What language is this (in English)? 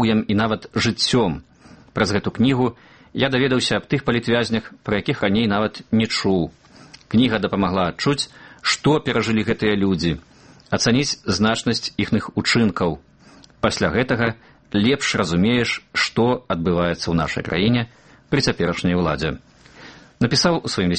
Belarusian